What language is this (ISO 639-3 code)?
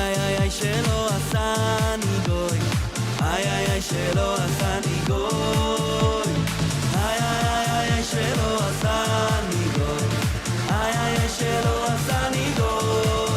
yid